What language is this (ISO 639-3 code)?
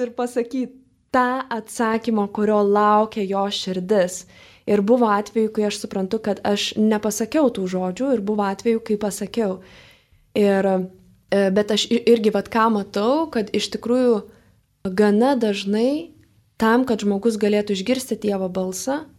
lit